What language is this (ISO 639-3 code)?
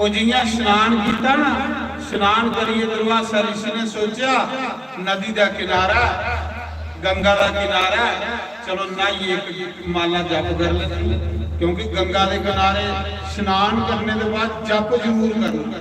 doi